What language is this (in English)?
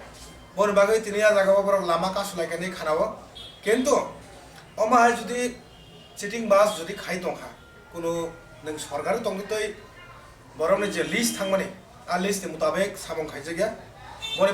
Kok Borok